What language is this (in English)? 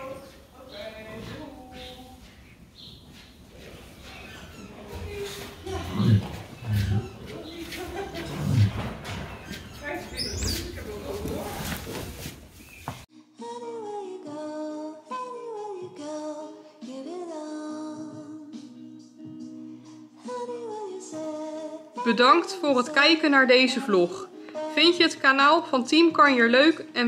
Dutch